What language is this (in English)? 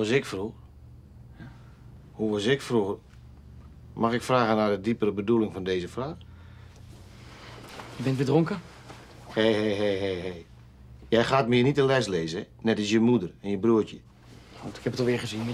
Dutch